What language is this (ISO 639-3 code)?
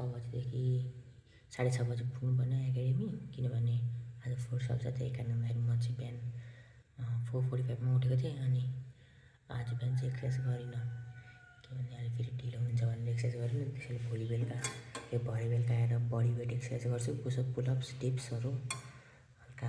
nep